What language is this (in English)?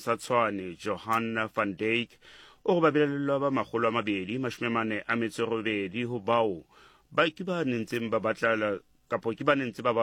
Southern Sotho